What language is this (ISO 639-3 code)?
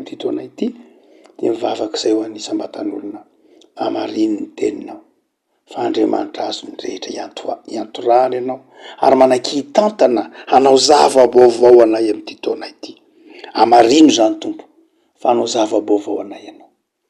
mlg